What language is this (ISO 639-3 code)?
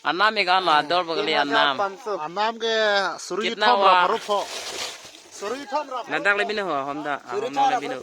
mjw